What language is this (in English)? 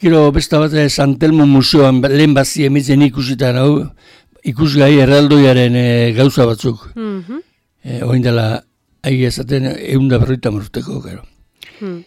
Basque